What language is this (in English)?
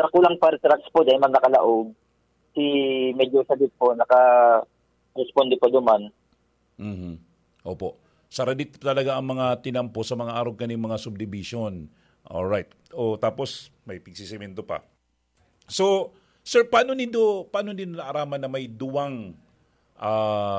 Bikol